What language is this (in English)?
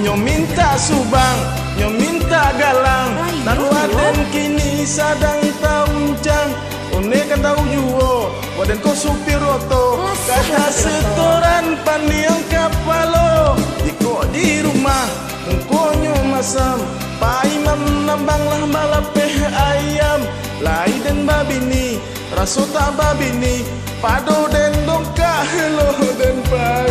Minangkabau